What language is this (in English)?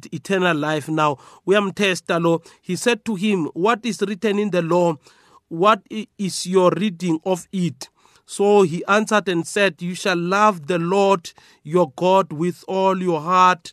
South Ndebele